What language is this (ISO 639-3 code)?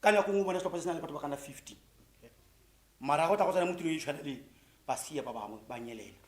tsn